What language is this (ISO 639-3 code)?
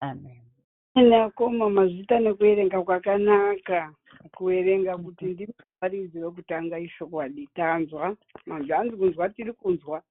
sna